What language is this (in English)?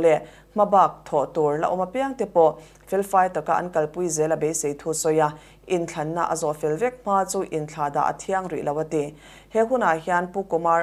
Mizo